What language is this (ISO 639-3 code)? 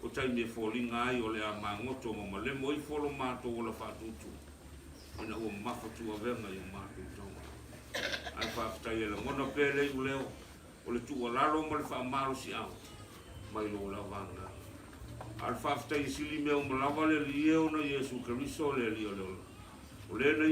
smo